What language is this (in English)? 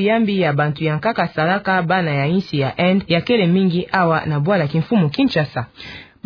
Kituba (Democratic Republic of Congo)